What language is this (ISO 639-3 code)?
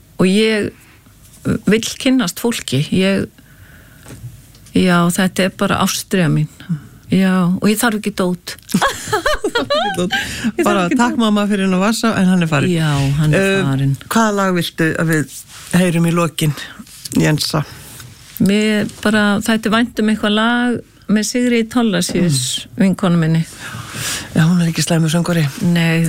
isl